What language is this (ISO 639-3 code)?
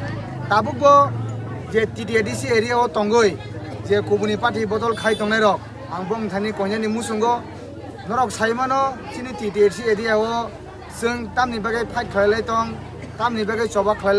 trp